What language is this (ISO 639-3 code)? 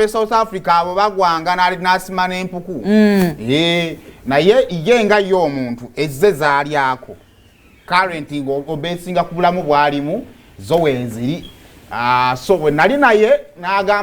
lug